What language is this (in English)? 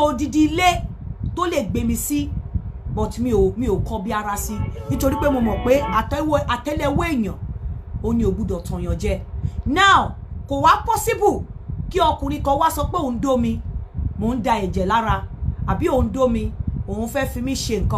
Yoruba